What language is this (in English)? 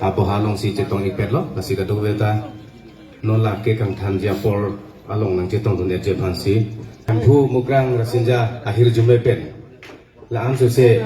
Karbi